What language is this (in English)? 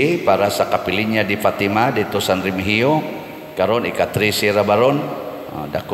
Cebuano